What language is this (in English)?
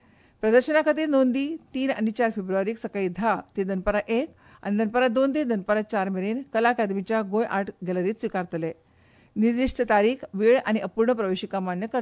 Konkani